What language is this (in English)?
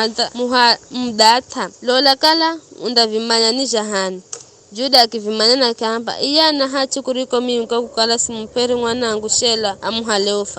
Giryama